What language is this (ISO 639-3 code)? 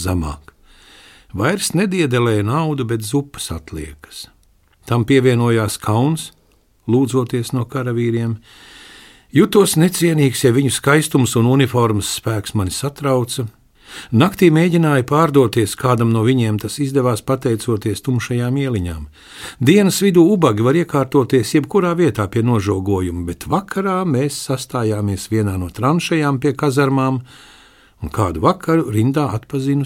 lav